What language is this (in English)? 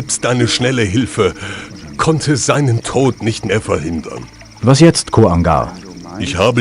Bavarian